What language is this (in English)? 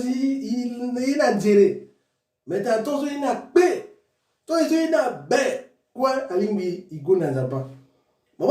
Sango